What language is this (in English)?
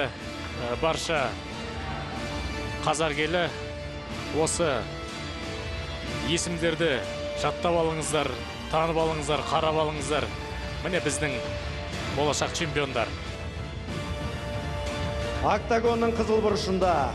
Kazakh